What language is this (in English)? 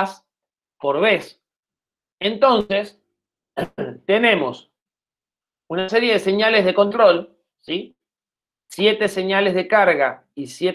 Spanish